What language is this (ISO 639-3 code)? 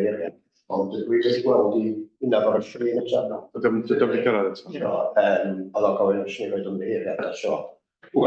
cym